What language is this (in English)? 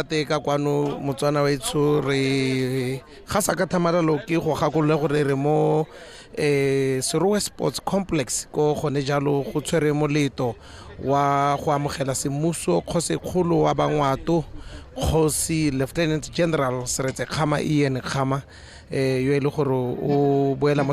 Tswana